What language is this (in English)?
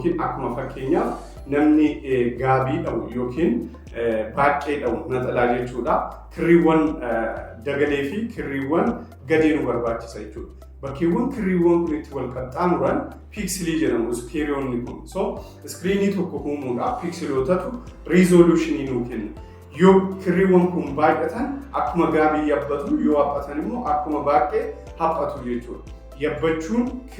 Oromo